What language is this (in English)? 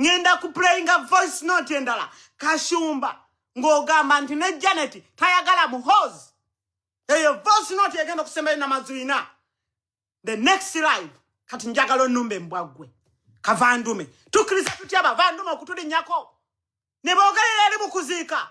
Ganda